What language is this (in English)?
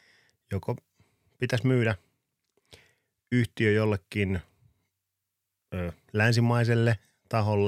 Finnish